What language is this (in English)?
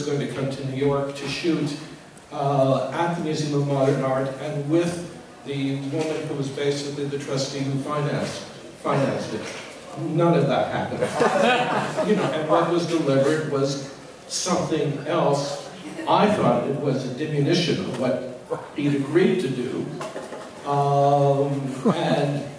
English